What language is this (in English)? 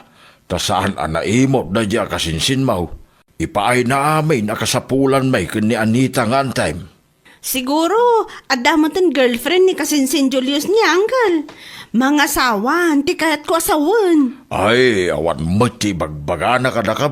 Iloko